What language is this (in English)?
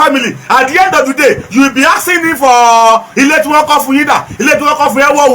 Yoruba